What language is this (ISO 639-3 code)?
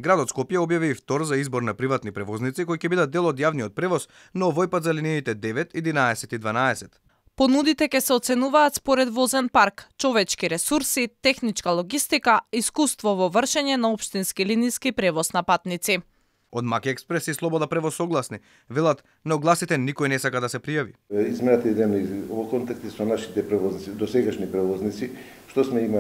mkd